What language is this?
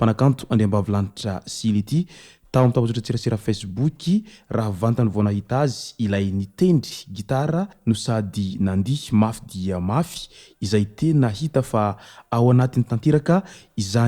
Malagasy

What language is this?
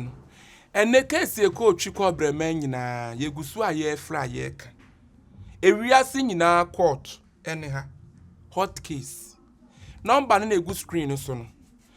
Akan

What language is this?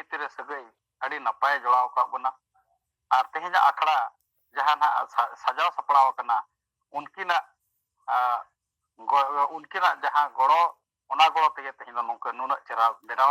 Santali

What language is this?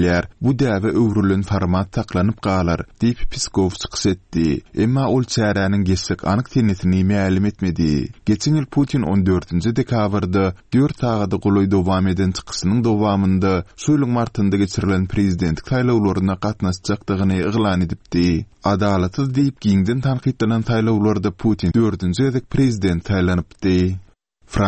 Turkmen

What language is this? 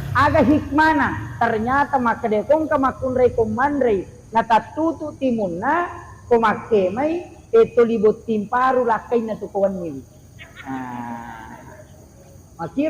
Buginese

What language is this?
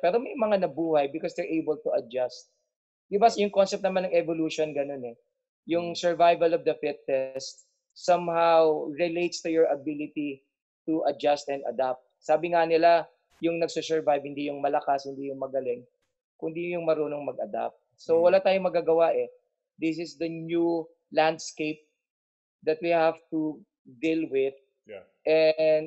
Filipino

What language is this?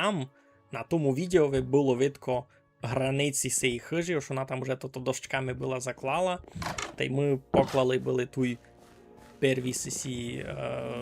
Rusyn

